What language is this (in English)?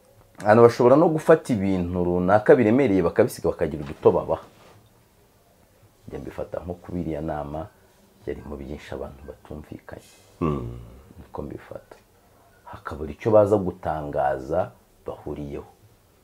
Kinyarwanda